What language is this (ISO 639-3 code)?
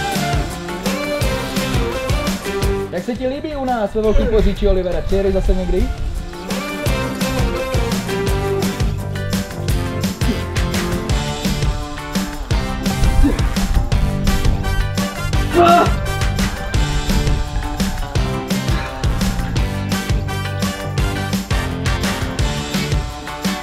ces